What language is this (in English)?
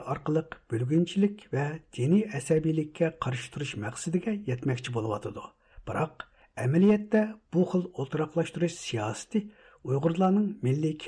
Uyghur